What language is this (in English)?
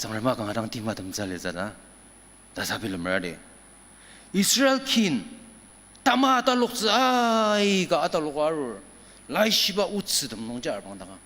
Ao Naga